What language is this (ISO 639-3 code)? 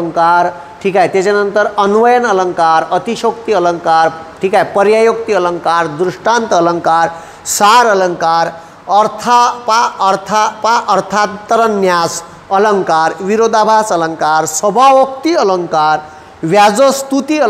mar